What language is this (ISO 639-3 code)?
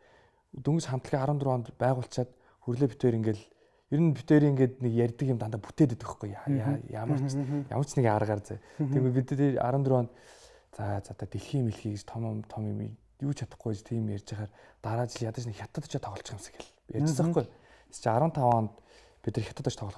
mon